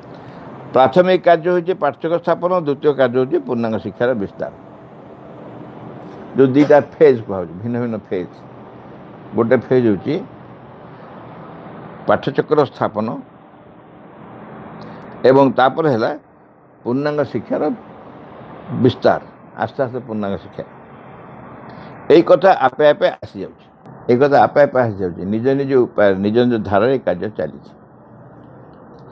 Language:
Odia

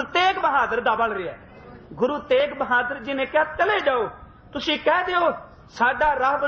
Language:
Punjabi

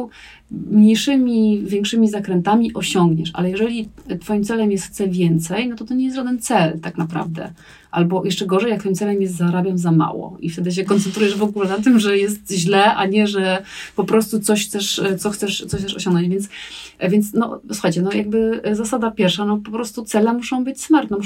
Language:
Polish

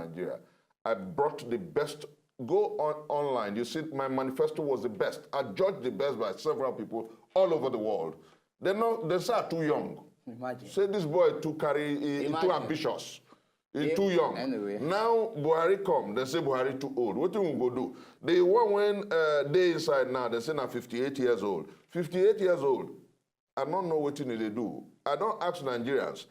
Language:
Nigerian Pidgin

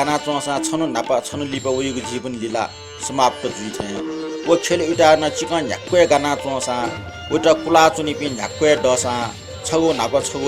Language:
Newari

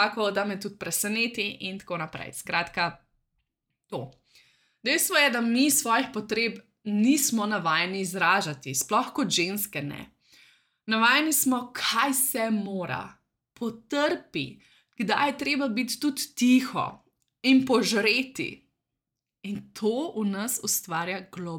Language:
Slovenian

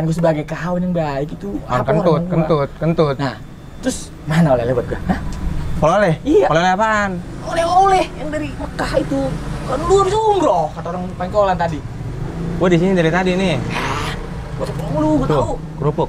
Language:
Betawi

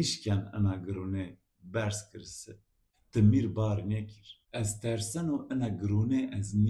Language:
Zaza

